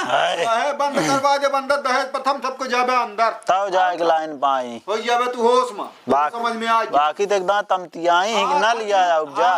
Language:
Awadhi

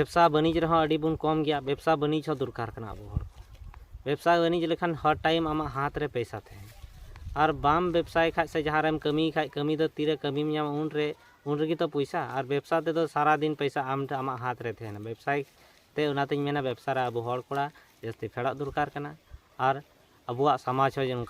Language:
Santali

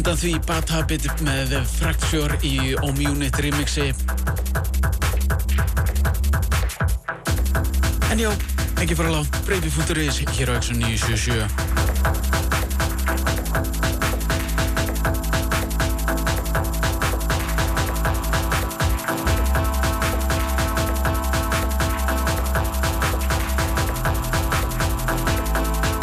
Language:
Icelandic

